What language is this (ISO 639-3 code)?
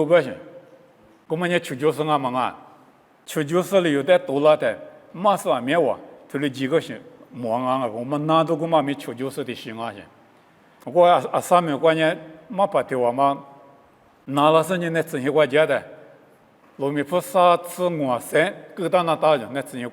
lis